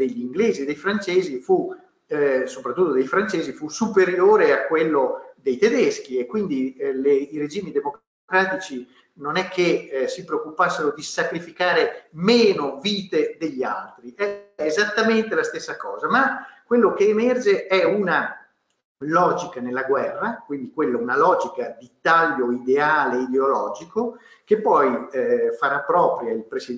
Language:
Italian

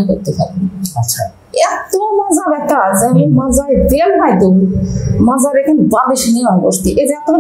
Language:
Bangla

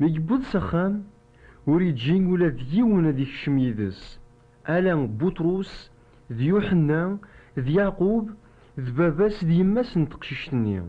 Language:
Kabyle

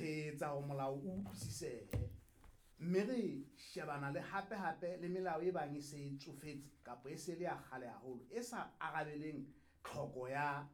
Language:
Southern Sotho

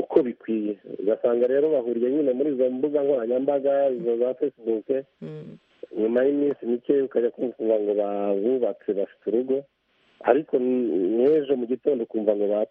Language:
Kinyarwanda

